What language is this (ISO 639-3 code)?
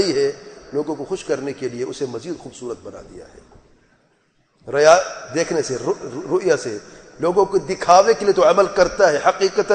urd